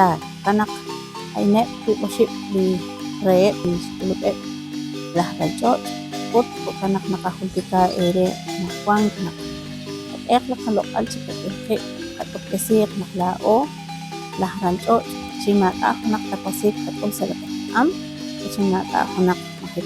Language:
Kekchí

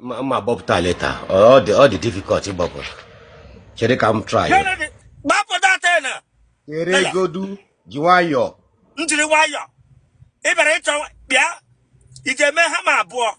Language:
Igbo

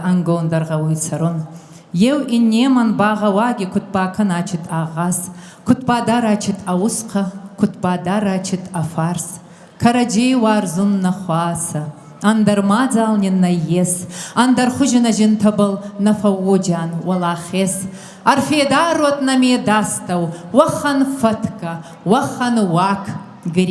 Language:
Ossetic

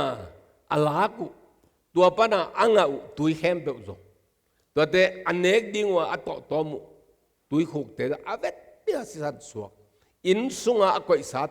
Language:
Tedim Chin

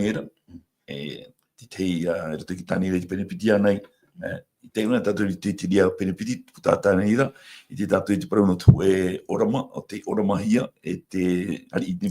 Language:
Tahitian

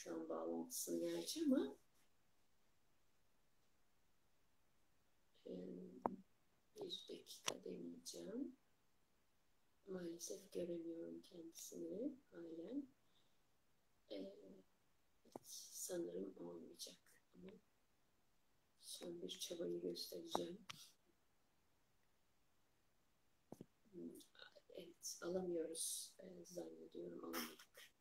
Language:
Turkish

